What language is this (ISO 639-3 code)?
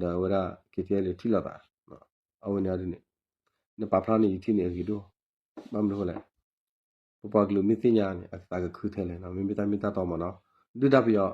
ksw